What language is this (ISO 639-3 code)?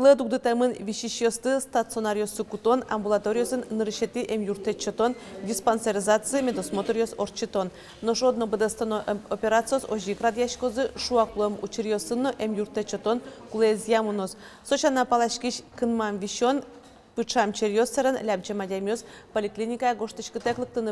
udm